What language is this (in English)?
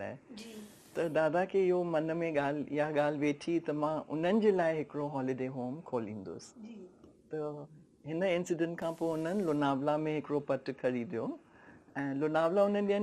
Sindhi